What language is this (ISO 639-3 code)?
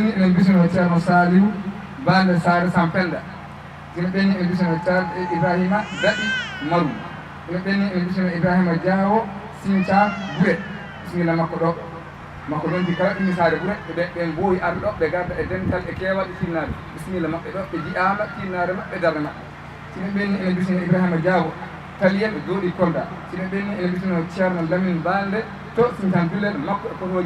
ful